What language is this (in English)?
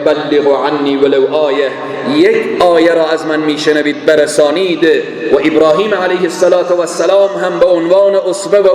Persian